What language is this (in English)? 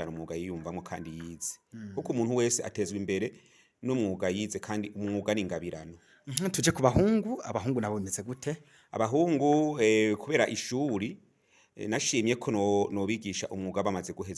Rundi